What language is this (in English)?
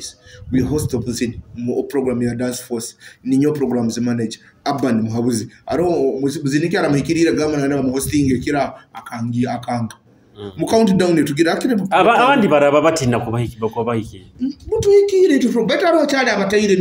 Nyoro